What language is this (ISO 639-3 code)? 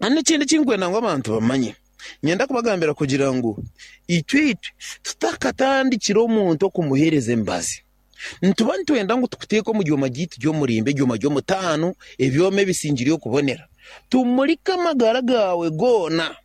nyn